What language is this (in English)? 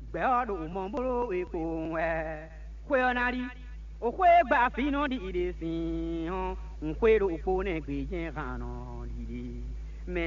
Fon